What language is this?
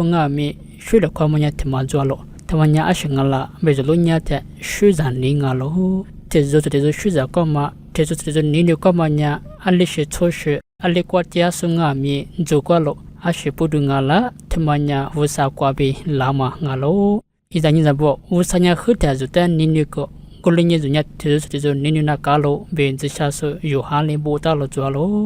Lisu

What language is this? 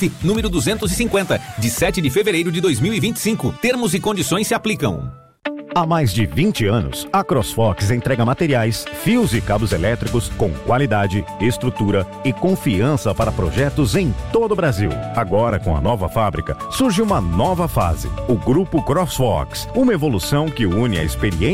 Portuguese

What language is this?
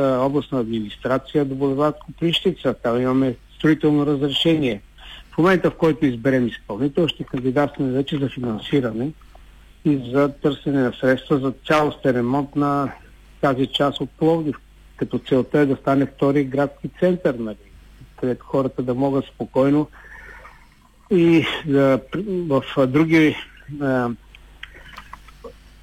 Bulgarian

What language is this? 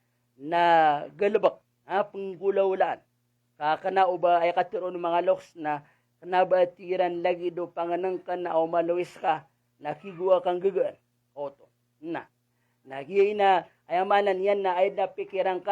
Maranao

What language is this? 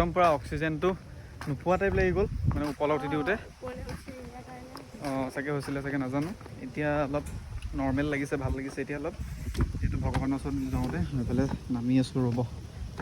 Assamese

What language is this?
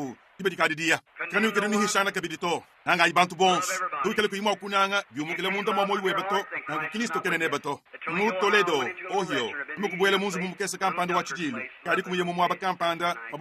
Luba-Lulua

